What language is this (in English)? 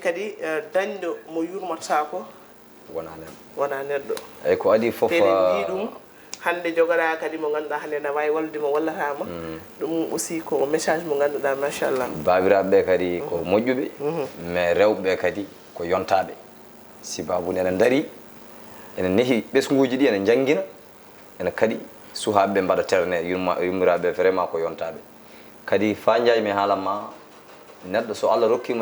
Fula